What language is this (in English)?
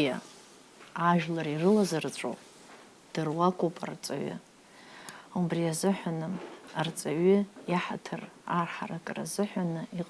Abkhazian